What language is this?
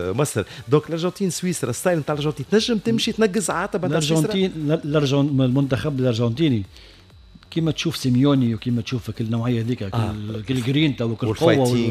Tunisian Arabic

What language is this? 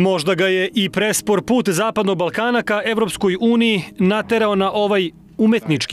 Serbian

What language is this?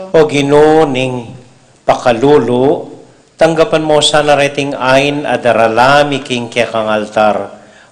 Pampanga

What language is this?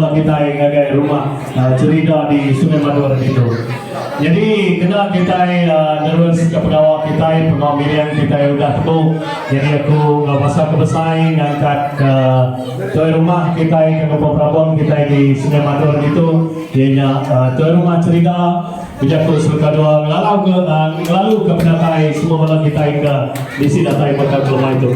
Iban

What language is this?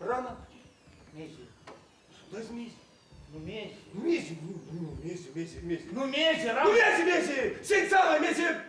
Erzya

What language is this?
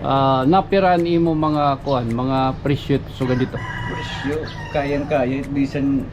Waray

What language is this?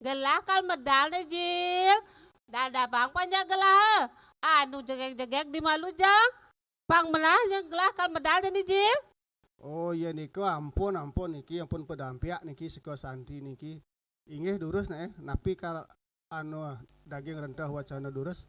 Balinese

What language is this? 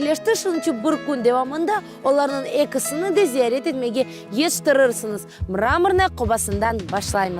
Crimean Tatar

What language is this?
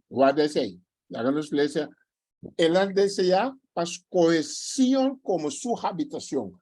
Papiamento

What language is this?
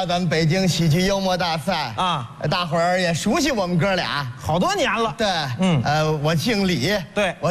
Chinese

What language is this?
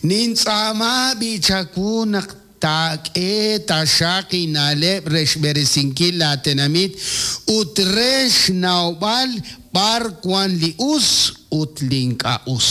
Kekchí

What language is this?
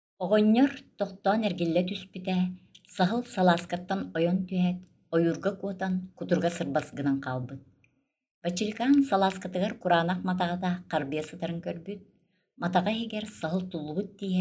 Yakut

